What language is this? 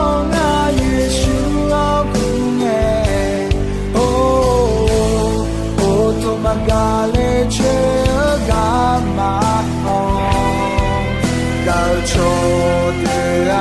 Akha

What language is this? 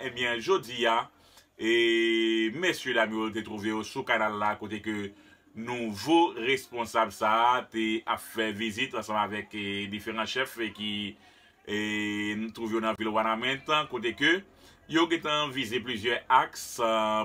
Haitian Creole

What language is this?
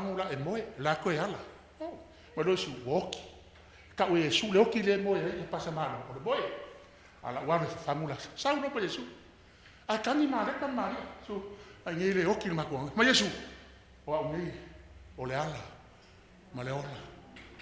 Samoan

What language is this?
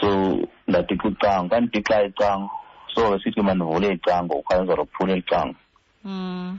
Xhosa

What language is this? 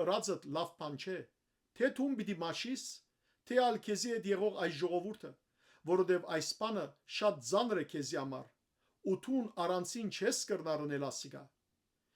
Western Armenian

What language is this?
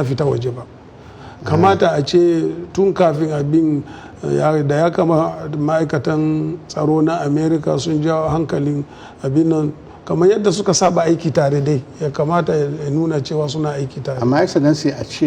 Hausa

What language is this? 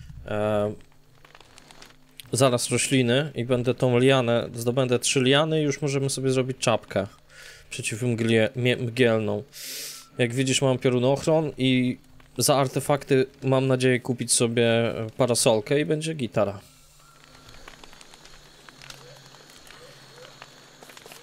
Polish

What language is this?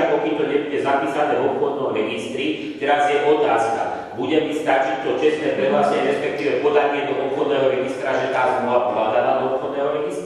Slovak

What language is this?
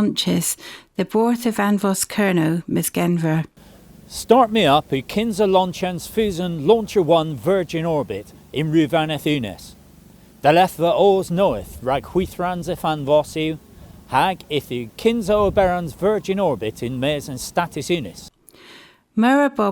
Cornish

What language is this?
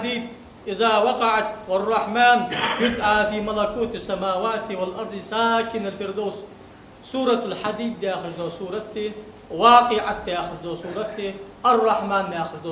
Ingush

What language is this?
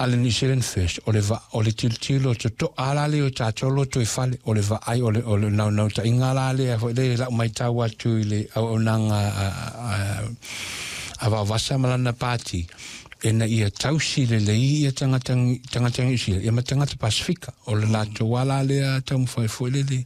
Samoan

